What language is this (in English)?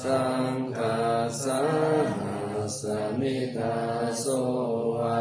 Pali